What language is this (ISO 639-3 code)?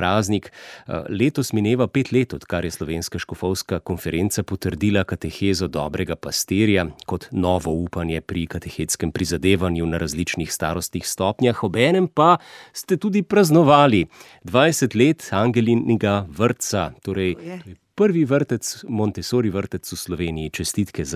slv